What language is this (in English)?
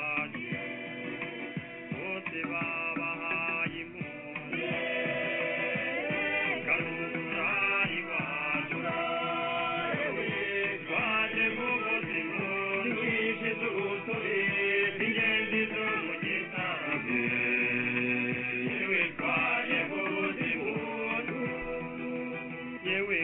Kinyarwanda